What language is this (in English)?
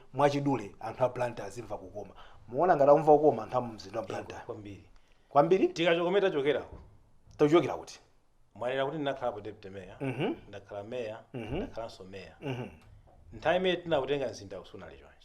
Nyanja